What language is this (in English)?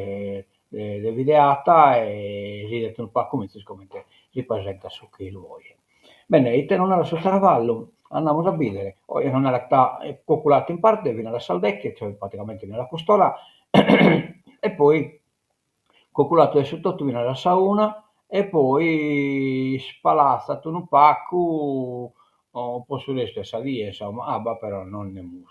Sardinian